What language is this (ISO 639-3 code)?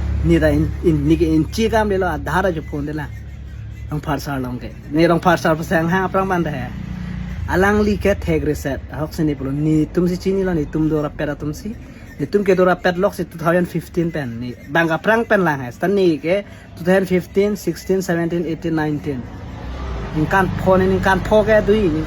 mjw